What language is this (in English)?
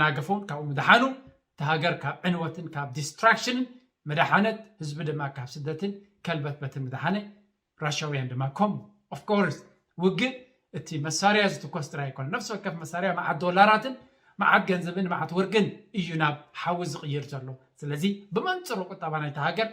Tigrinya